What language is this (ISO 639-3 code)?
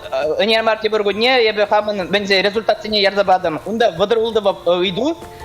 chv